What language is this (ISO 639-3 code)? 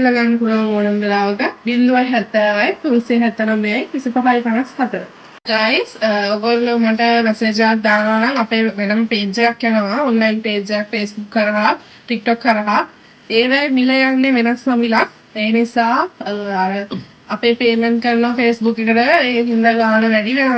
sin